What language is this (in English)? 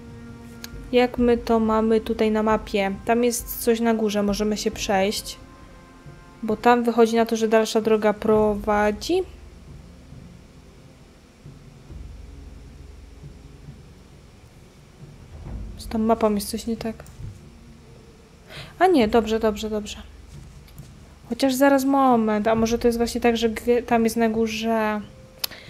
Polish